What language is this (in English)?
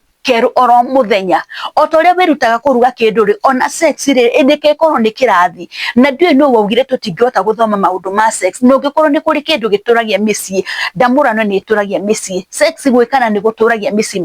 Kikuyu